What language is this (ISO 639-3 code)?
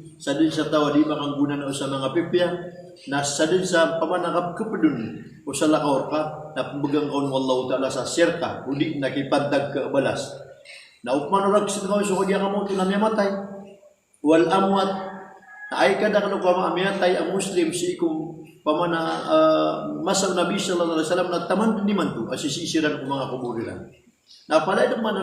mrw